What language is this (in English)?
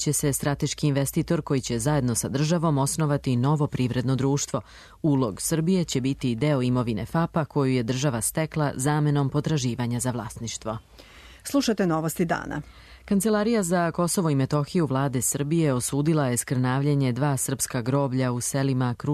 Serbian